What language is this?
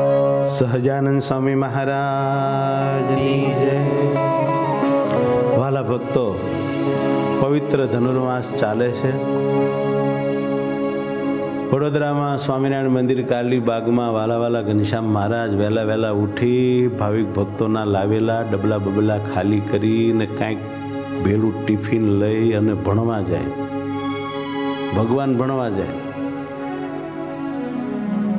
Gujarati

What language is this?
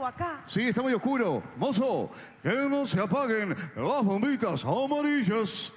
Spanish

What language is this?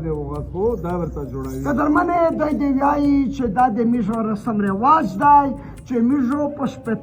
Pashto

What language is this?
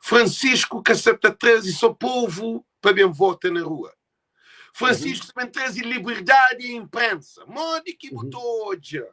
Kabuverdianu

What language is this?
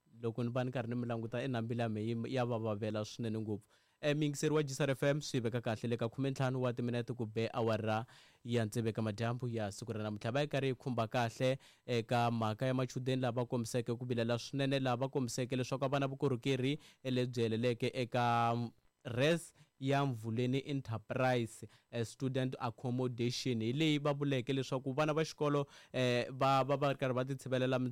Tsonga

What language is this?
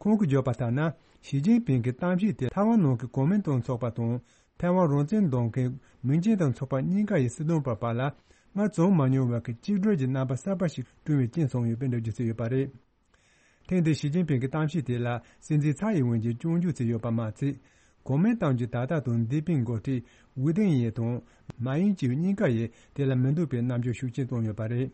Tibetan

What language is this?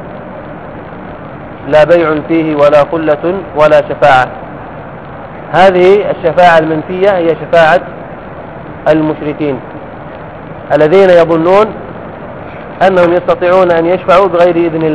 Arabic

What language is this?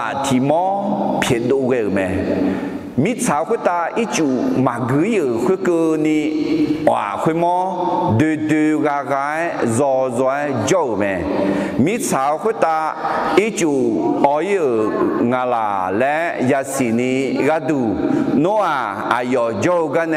Akha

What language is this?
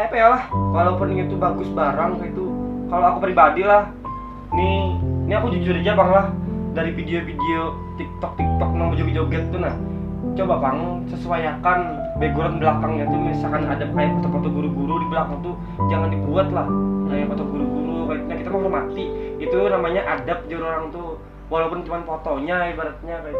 Banjar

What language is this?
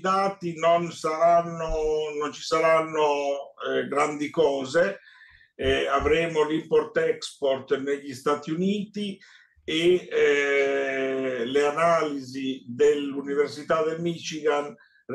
Italian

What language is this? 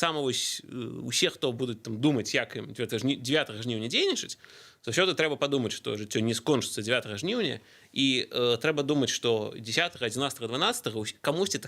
Belarusian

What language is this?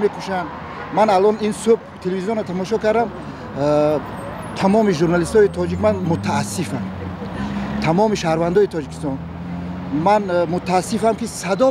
Tajik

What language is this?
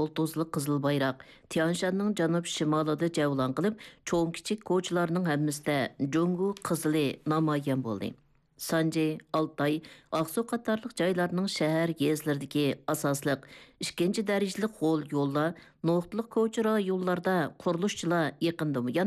Uyghur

